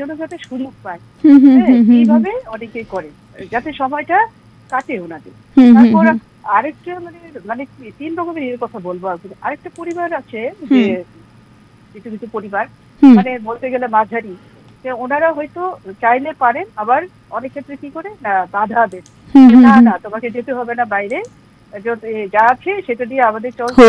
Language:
Bangla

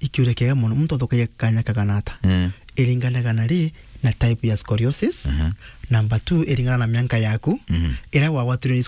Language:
Meru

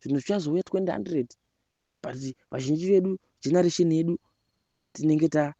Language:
Shona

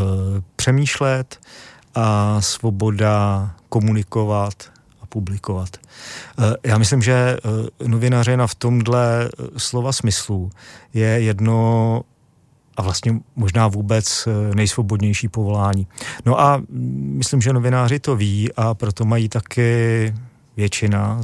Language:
Czech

